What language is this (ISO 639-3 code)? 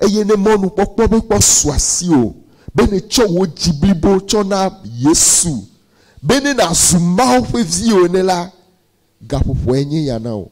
ewe